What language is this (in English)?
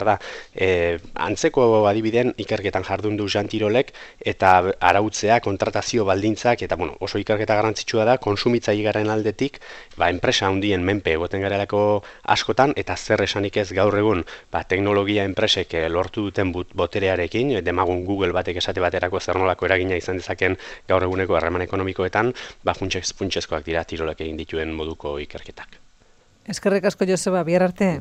Basque